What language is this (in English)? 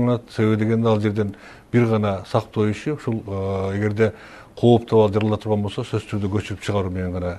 Kyrgyz